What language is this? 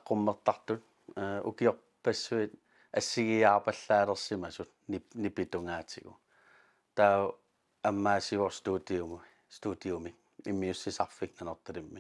Kalaallisut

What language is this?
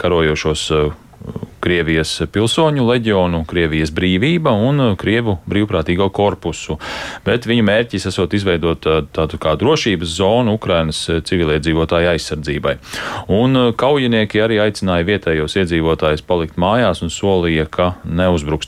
Latvian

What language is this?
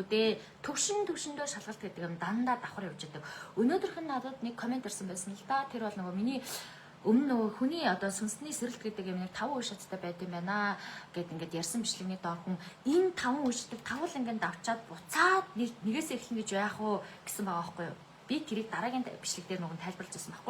Mongolian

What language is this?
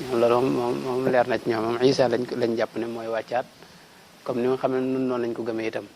Wolof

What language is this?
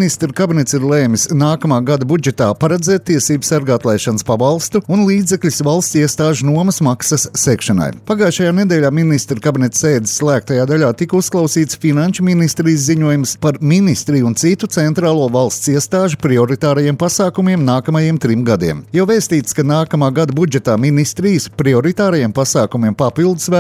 Latvian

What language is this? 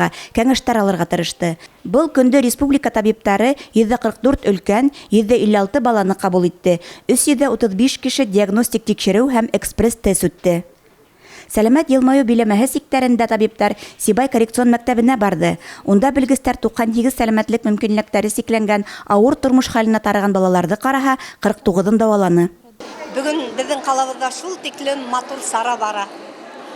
Bashkir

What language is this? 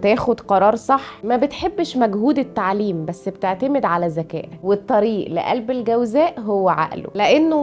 Egyptian Arabic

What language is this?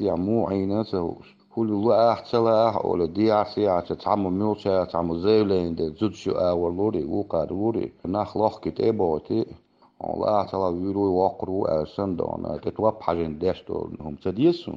Chechen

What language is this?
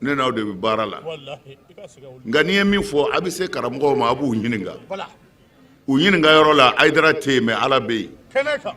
Bambara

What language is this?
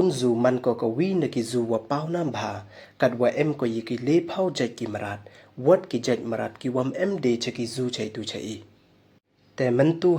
Pnar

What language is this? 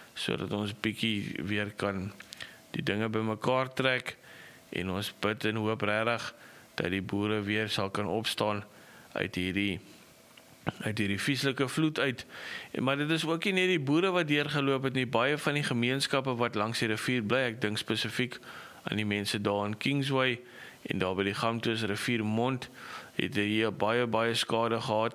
Afrikaans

